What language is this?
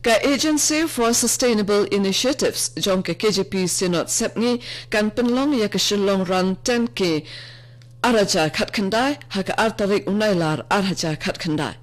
Khasi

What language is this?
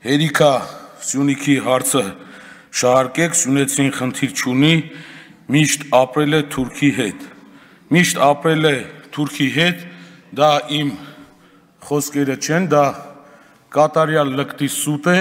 Armenian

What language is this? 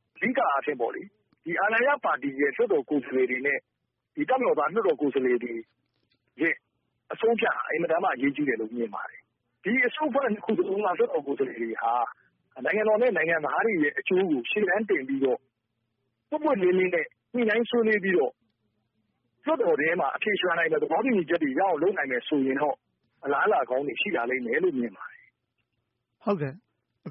Burmese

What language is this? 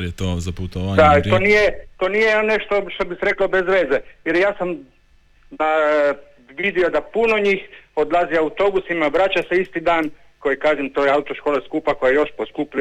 Croatian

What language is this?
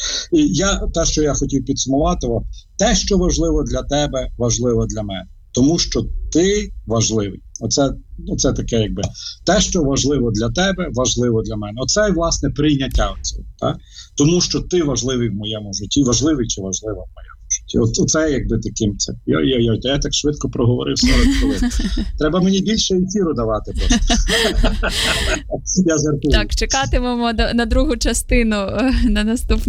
Ukrainian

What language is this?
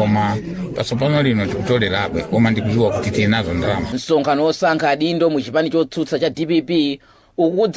Nyanja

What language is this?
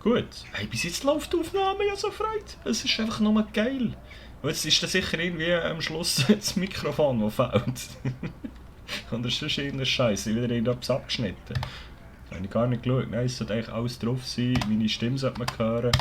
Swiss German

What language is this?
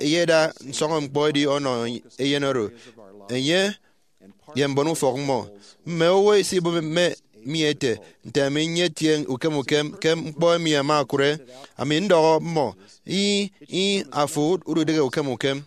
Efik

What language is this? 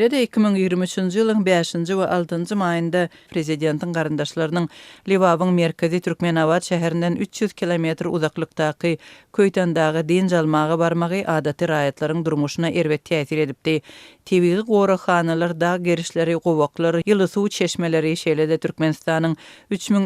Turkmen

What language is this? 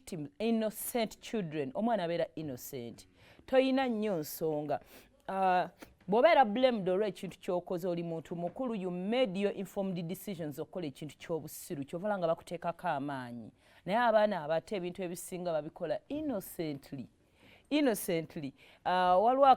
Ganda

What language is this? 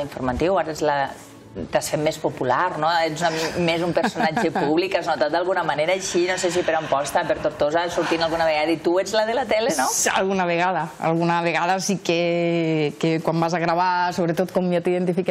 Catalan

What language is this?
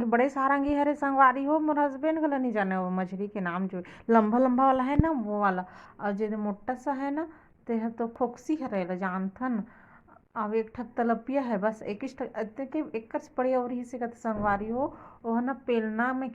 Chhattisgarhi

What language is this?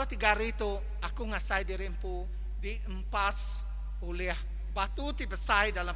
Iban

